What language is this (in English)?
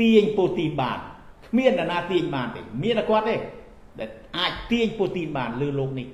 Khmer